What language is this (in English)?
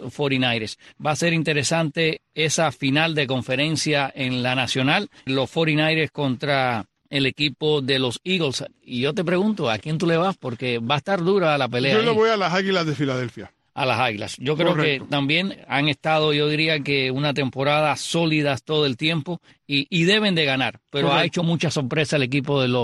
Spanish